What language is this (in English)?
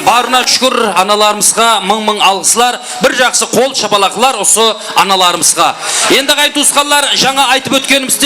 Kara-Kalpak